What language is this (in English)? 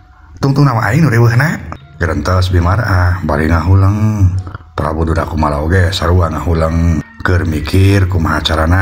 Sundanese